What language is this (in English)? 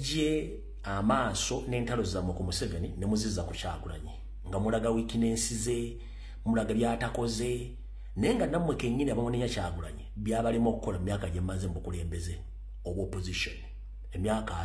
Ganda